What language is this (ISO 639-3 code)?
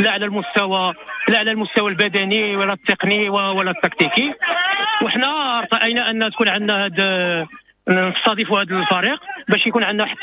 ary